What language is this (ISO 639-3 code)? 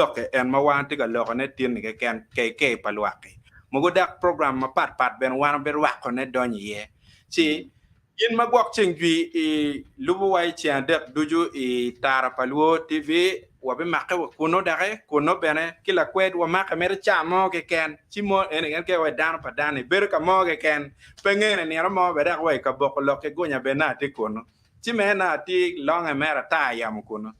ach